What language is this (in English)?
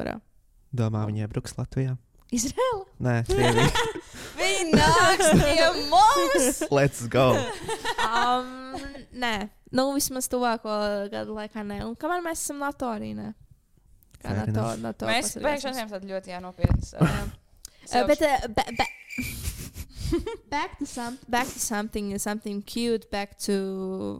Latvian